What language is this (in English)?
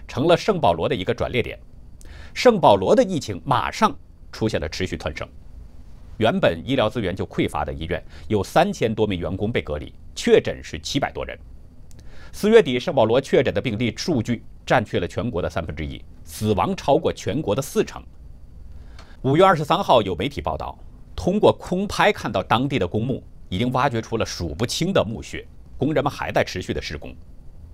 Chinese